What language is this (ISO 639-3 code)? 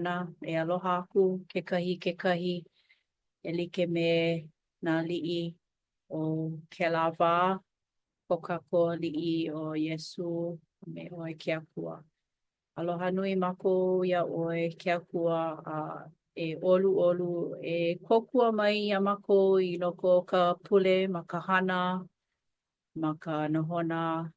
haw